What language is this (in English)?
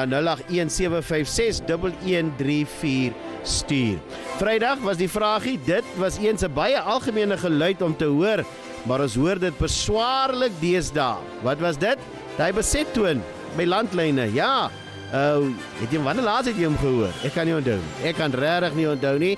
Afrikaans